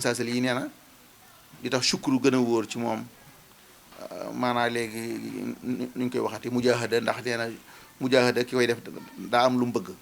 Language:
Wolof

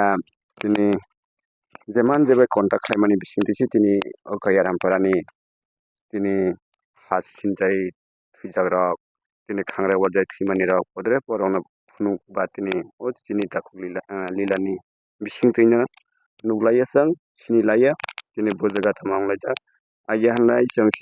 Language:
Kok Borok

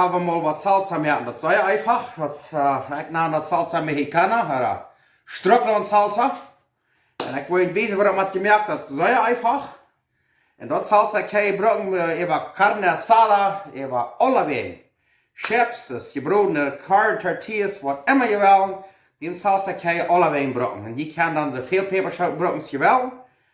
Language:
Plautdietsch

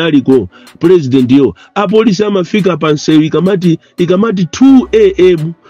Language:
Nyanja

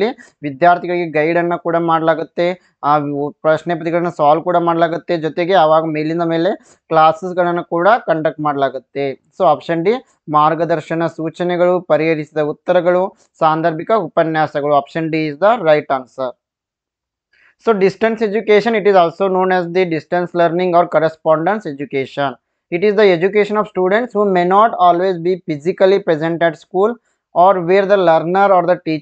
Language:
Kannada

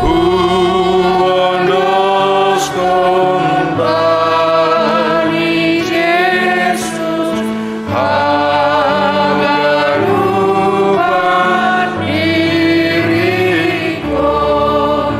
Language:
Batak Simalungun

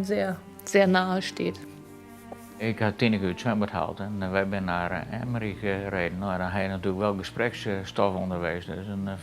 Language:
Western Frisian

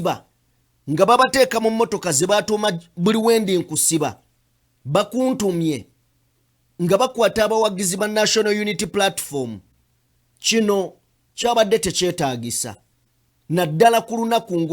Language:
Ganda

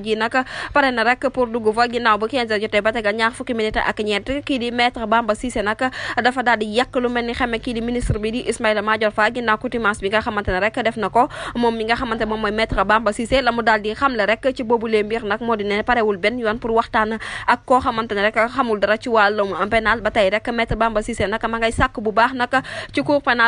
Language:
Wolof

